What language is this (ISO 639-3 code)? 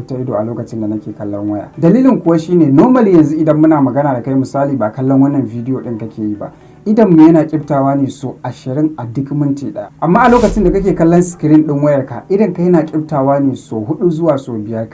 hau